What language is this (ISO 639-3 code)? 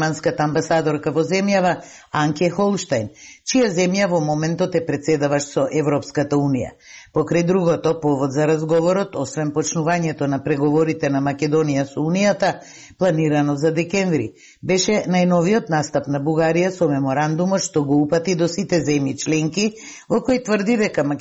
mkd